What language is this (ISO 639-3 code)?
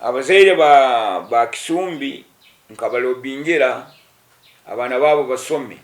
nyn